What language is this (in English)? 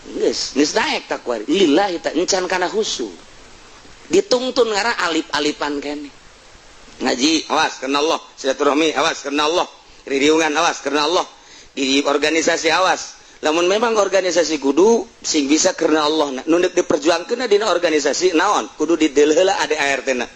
Sundanese